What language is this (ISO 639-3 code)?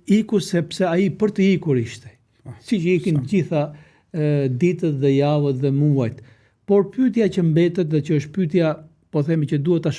sqi